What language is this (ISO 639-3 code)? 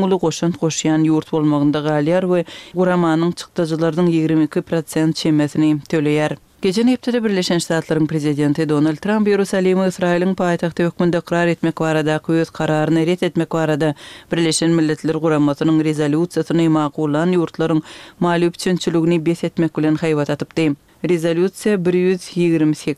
tuk